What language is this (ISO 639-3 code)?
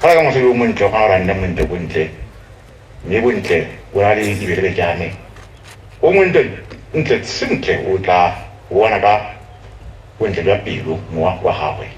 tsn